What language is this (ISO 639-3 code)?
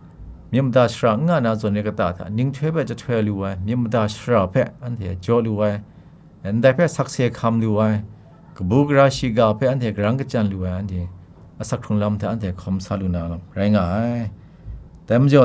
kac